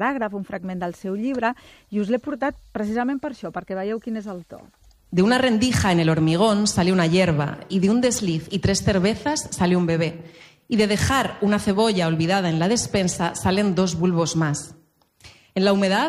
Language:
Catalan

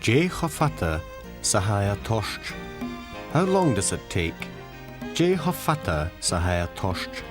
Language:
Scottish Gaelic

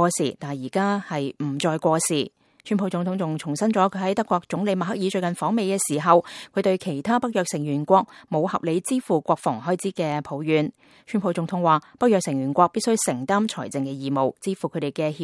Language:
Cantonese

